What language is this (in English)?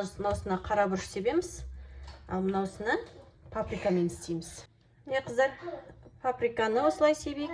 Kazakh